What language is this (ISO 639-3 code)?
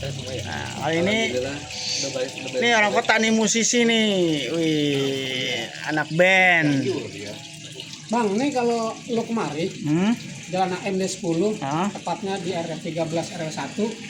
bew